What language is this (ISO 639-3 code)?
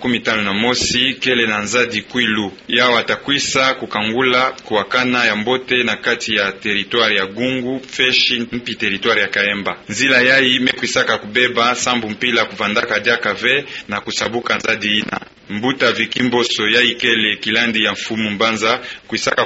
ktu